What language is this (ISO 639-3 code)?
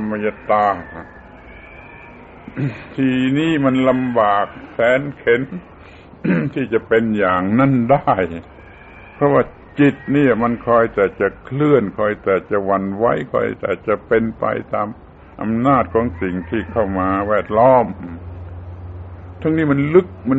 tha